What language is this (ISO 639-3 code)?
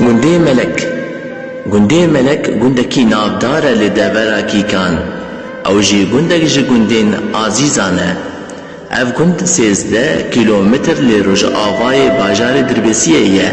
kur